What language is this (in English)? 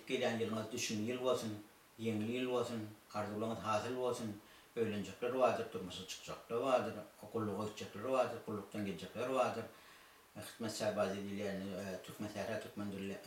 Turkmen